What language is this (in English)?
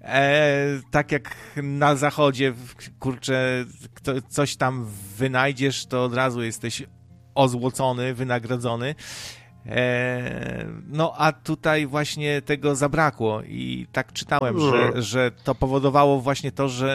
Polish